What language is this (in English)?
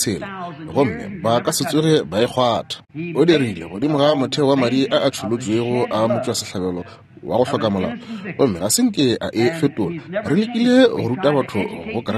Northern Sotho